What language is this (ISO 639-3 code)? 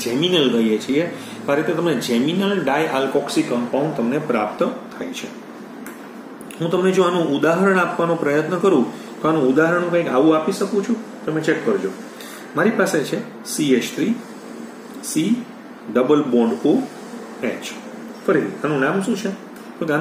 guj